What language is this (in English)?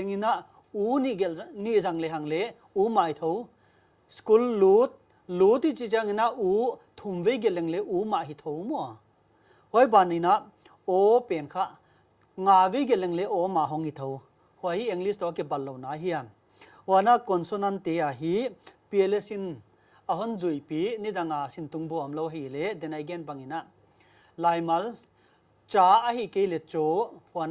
Paite Chin